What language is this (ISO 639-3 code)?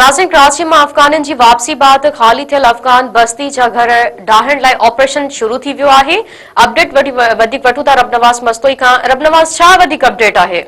snd